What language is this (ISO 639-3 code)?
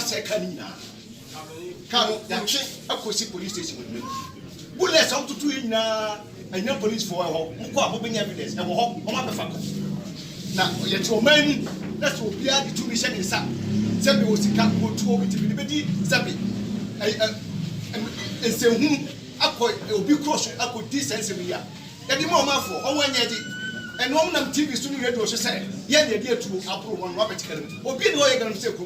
aka